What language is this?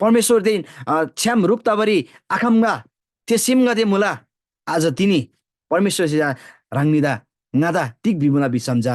Eastern Tamang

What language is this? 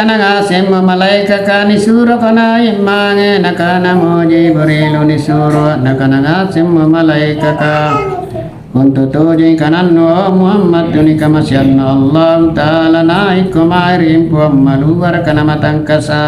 Makasar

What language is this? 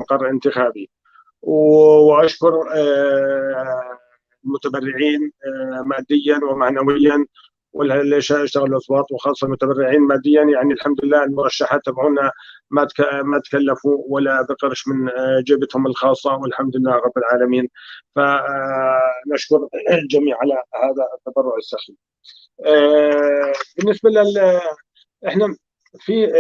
North Levantine Arabic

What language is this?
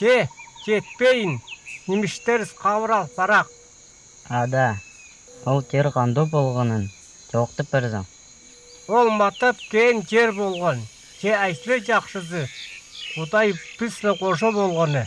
Northern Altai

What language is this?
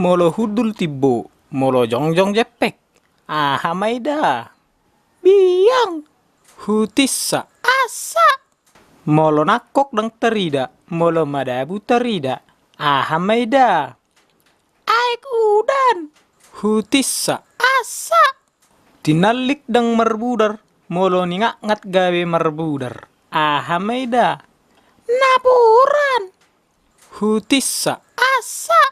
Batak Toba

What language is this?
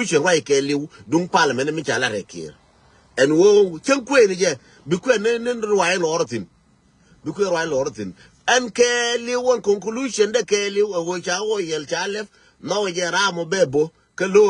Nuer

